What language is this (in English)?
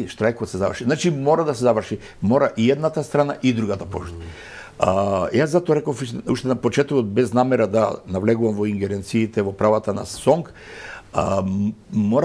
Macedonian